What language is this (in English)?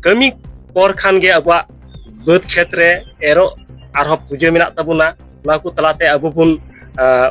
Santali